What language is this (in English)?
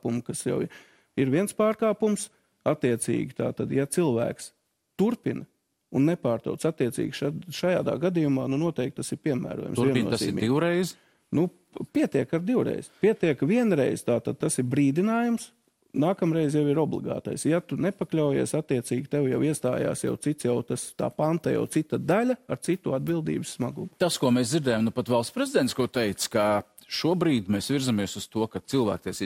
Latvian